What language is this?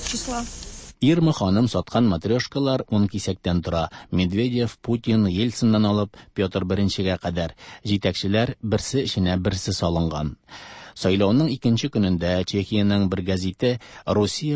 Tatar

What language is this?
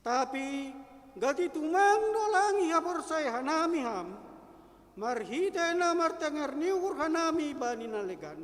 Batak Simalungun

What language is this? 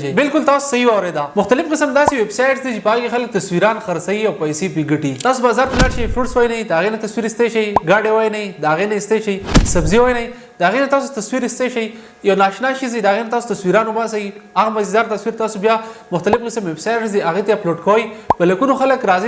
Pashto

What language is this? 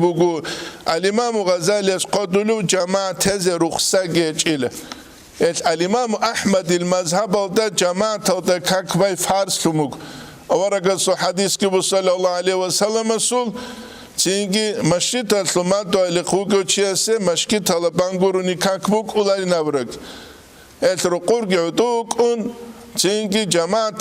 Avaric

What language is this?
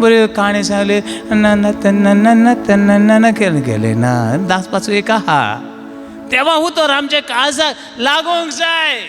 Konkani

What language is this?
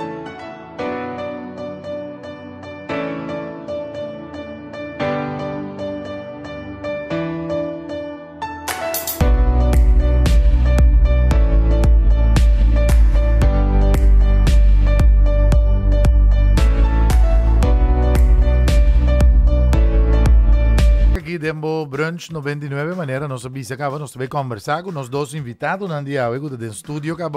Papiamento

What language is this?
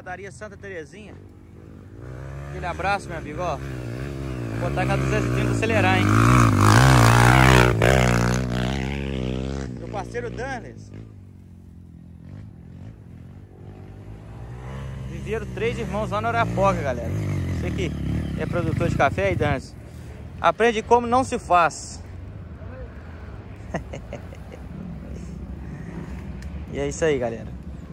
Portuguese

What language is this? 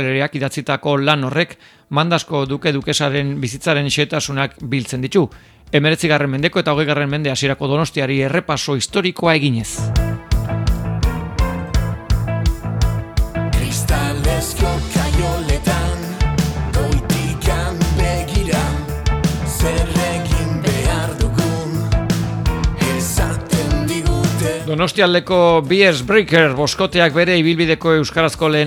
Basque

